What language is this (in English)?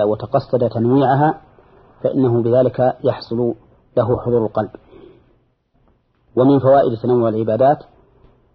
Arabic